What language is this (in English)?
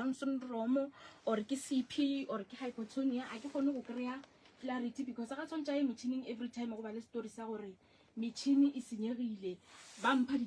Northern Sotho